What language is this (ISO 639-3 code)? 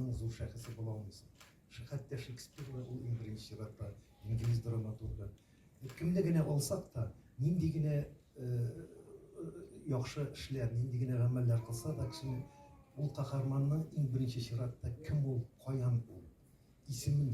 tat